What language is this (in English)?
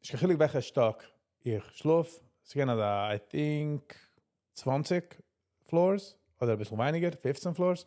Yiddish